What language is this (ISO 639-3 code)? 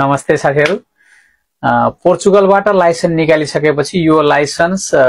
nep